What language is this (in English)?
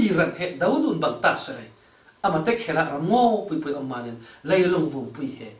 Falam Chin